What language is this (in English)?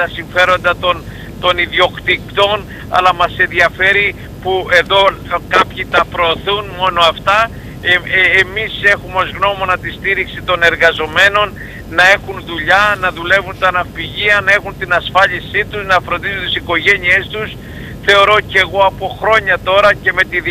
Greek